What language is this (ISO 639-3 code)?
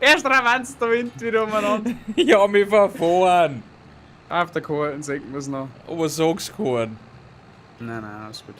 bar